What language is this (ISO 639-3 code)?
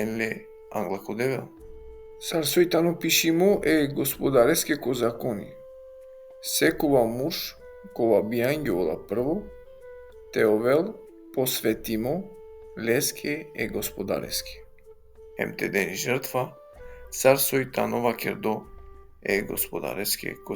rmn